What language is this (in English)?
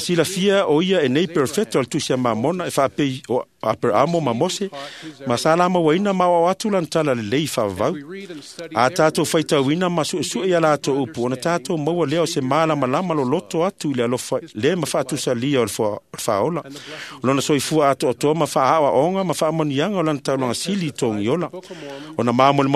Samoan